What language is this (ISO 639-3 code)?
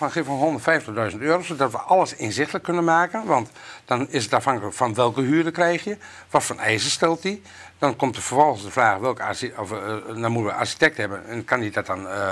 nld